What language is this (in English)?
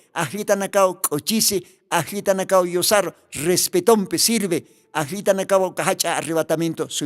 Aymara